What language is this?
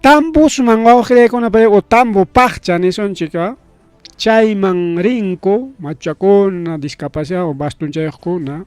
Ayacucho Quechua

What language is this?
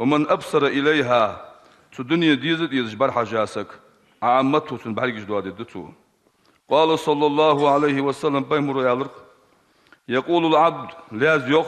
Ingush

